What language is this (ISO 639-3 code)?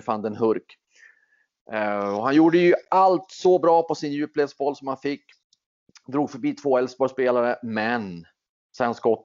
swe